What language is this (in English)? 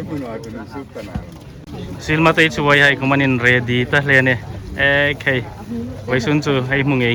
Hmar